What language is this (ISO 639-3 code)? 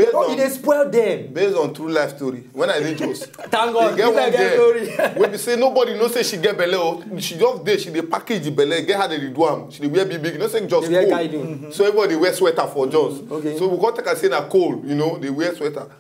pcm